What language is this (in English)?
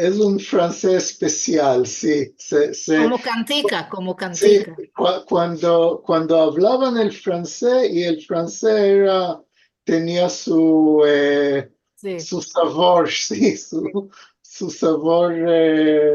Ladino